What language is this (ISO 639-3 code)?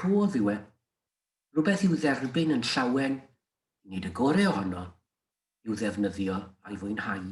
cym